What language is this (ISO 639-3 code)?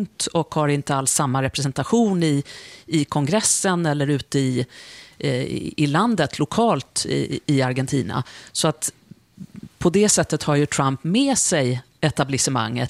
swe